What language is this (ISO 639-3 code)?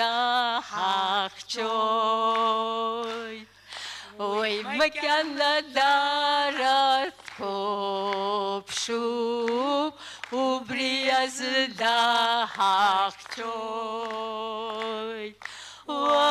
abk